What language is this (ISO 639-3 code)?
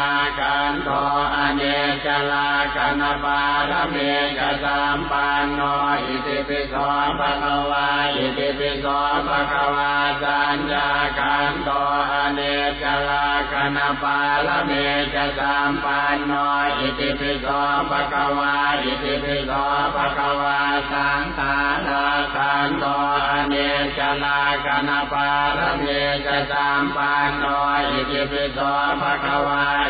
pli